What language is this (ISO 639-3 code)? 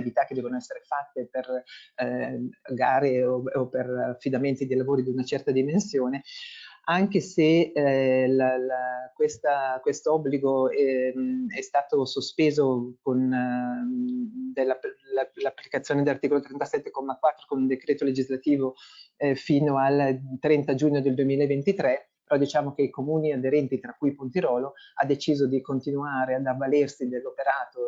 ita